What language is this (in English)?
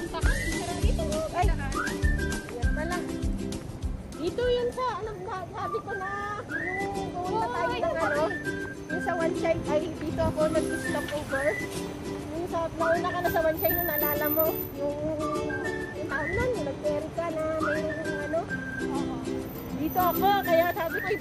Filipino